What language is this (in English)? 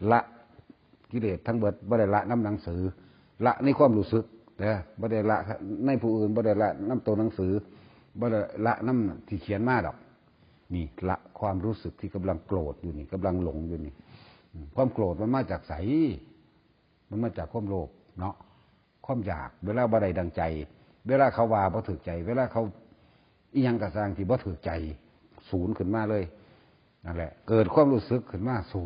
Northeastern Thai